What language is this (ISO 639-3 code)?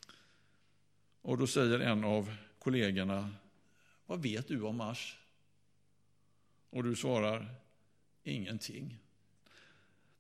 swe